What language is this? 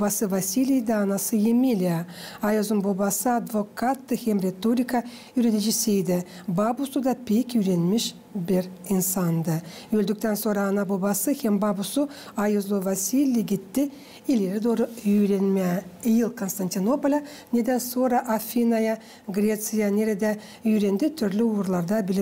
Gagauz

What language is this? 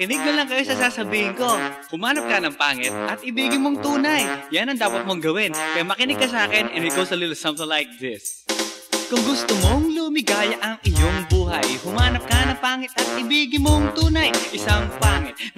Filipino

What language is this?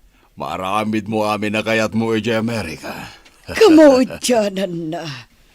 Iloko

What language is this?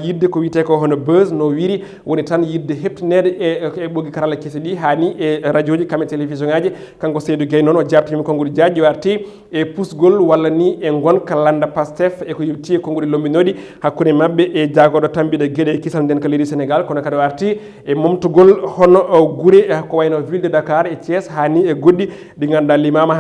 Fula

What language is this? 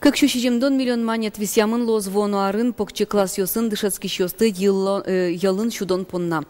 Udmurt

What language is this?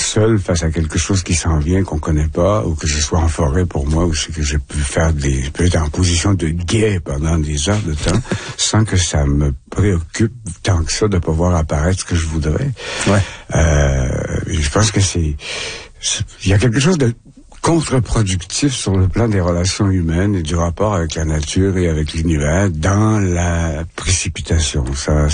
French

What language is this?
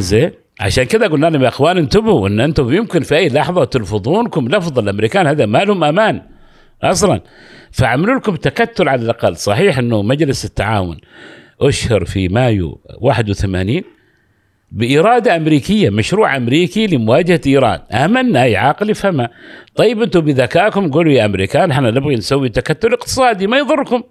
Gulf Arabic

